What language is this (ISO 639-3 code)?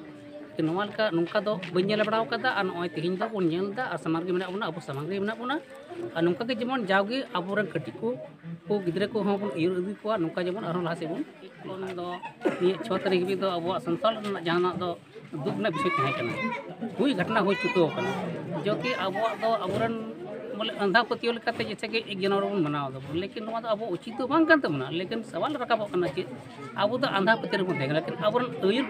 sat